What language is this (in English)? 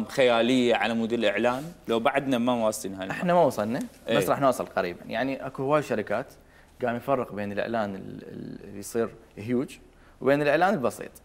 Mesopotamian Arabic